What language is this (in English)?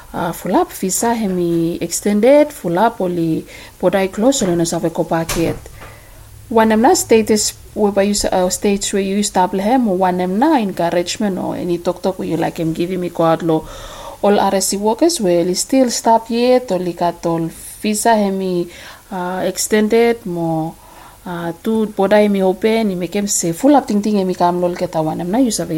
Bislama